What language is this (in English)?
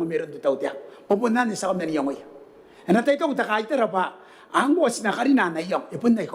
Gilbertese